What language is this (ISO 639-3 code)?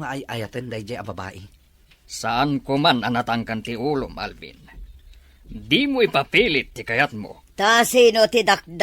ilo